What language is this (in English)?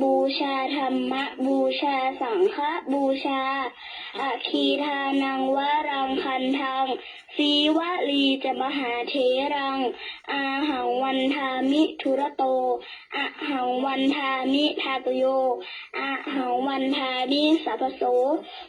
Pali